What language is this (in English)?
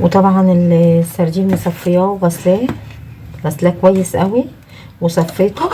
Egyptian Arabic